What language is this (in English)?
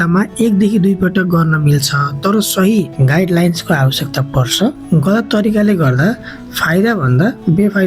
Nepali